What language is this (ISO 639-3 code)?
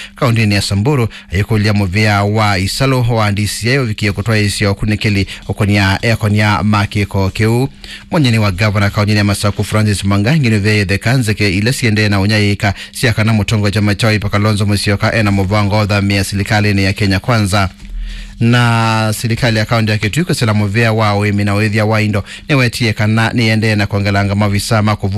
kam